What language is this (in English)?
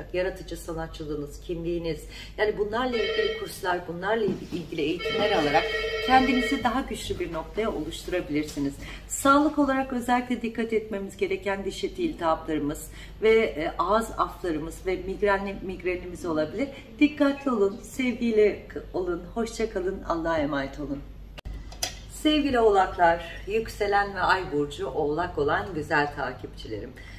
Turkish